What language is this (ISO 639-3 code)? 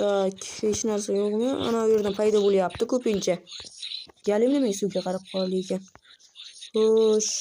uzb